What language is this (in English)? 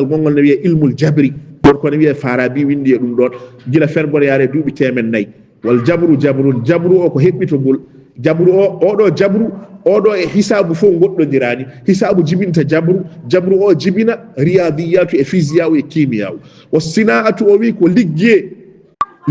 Fula